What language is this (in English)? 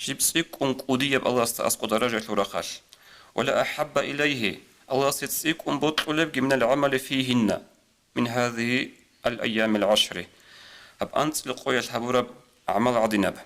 Avaric